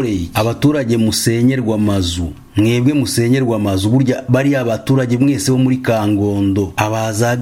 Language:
Kinyarwanda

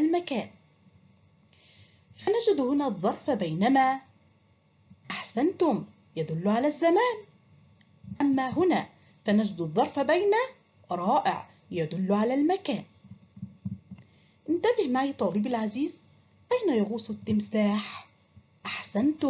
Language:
Arabic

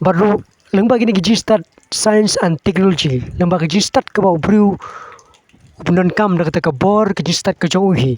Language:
Khasi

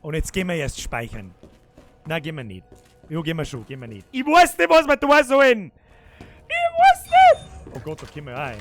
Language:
Bavarian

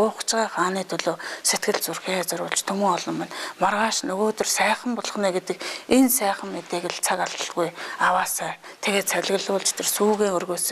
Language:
Mongolian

